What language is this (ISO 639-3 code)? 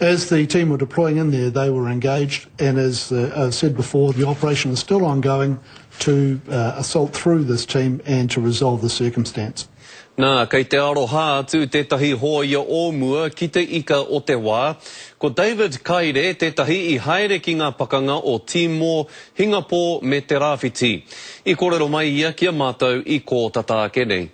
mri